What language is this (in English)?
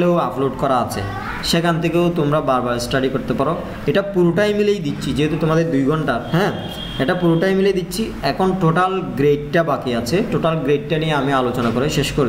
Bangla